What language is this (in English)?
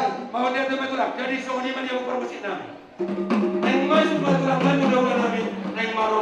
Batak Toba